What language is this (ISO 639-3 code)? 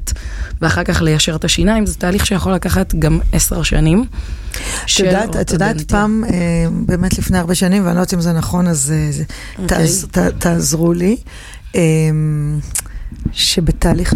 heb